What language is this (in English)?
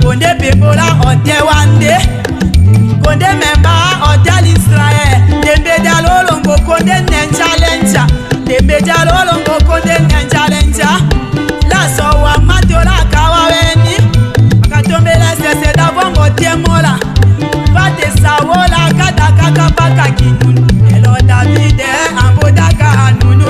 Tetela